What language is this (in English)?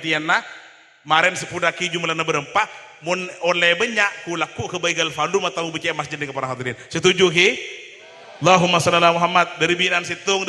Madurese